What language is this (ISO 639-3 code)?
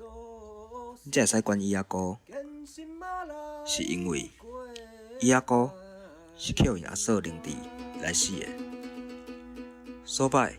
nan